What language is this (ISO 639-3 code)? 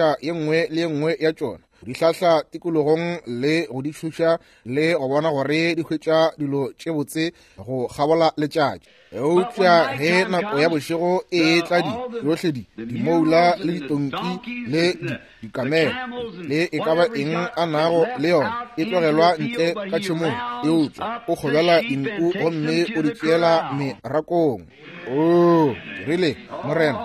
nso